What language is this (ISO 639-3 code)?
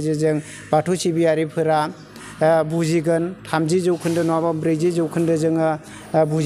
brx